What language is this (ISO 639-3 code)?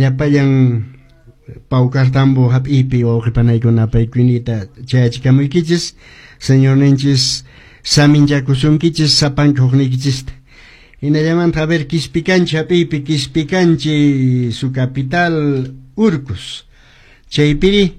que